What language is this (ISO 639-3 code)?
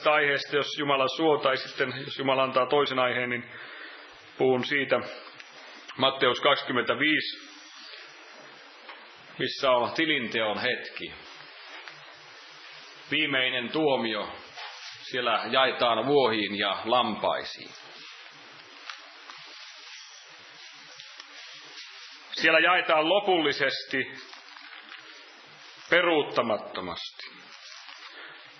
fin